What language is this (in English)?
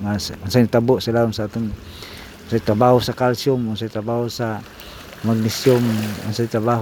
Cebuano